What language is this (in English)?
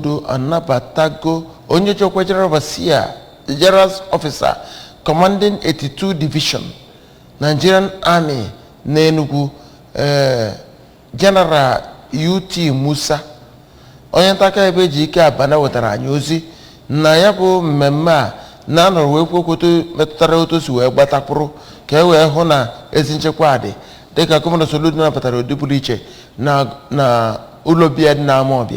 Igbo